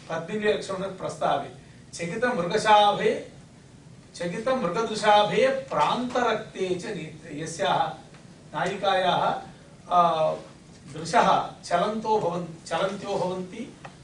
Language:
Sanskrit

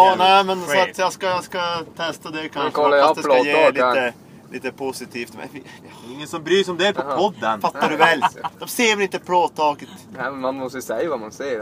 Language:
Swedish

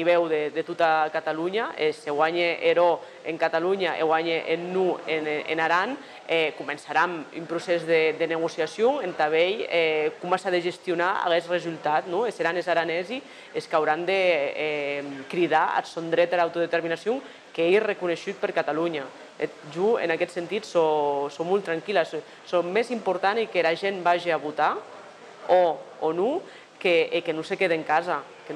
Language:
Occitan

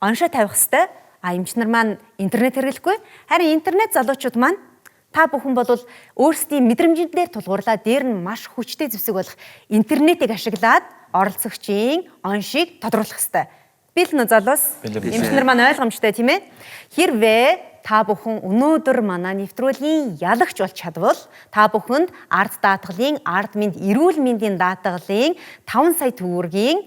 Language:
Mongolian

